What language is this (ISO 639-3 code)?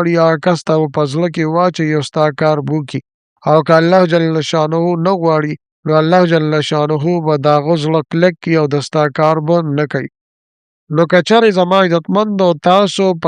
pus